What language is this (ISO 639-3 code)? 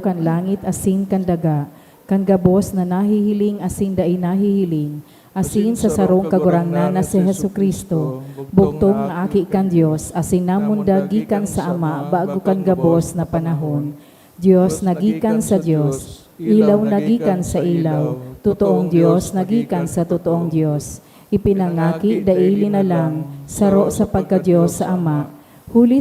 bik